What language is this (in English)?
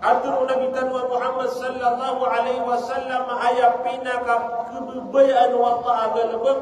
Maranao